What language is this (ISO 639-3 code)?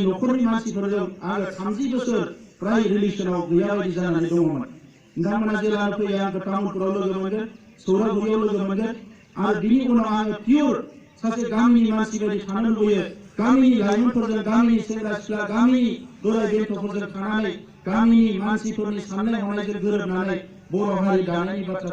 brx